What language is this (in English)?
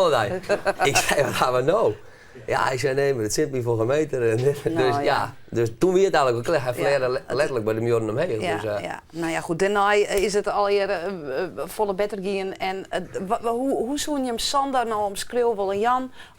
Western Frisian